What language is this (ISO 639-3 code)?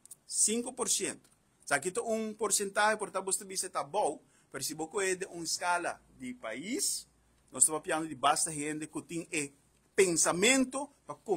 pap